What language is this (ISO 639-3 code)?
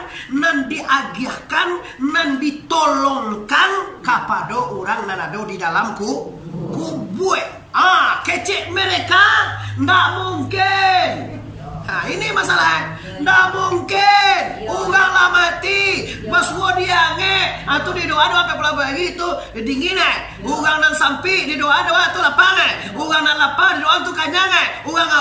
min